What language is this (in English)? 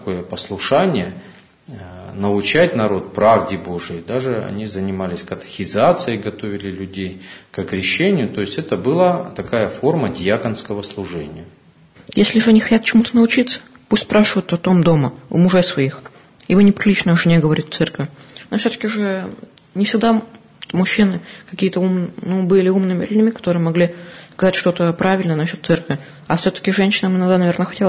Russian